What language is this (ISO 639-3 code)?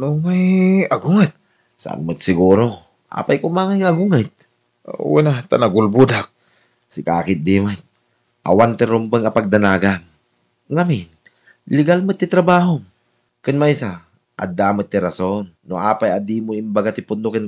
ilo